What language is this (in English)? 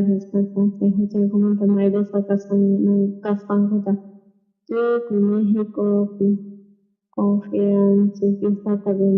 South Bolivian Quechua